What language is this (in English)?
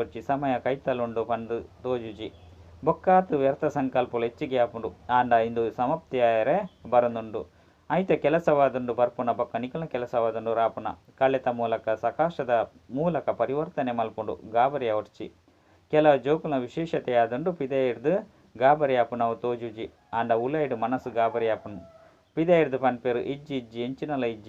Tulu